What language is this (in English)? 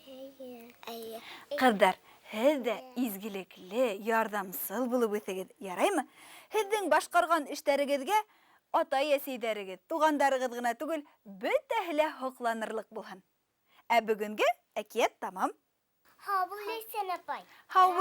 Bashkir